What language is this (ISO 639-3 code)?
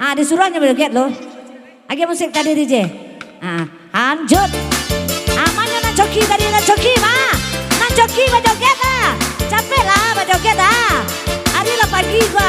min